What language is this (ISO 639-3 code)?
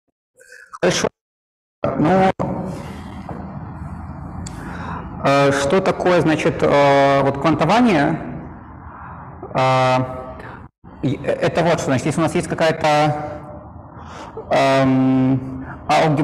rus